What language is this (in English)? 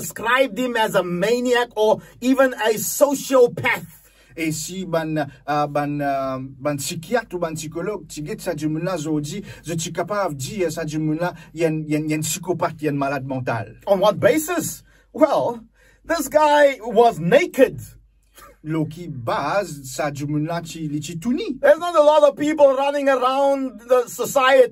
Morisyen